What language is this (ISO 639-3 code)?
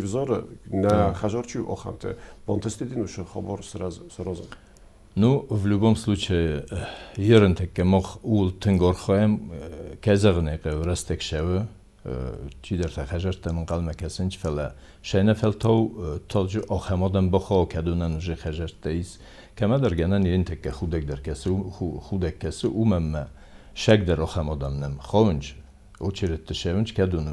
oss